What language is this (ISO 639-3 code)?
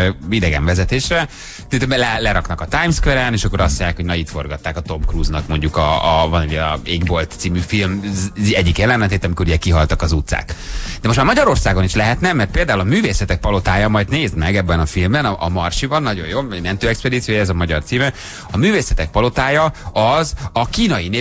hun